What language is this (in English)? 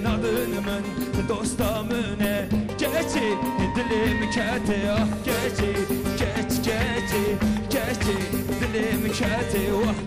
Kurdish